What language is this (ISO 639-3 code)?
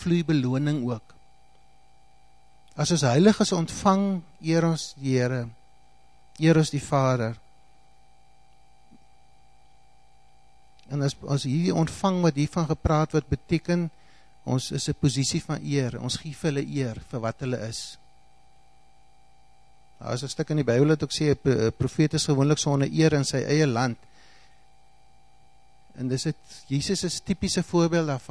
afr